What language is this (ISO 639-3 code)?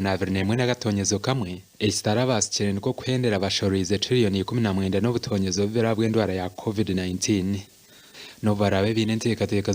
nyn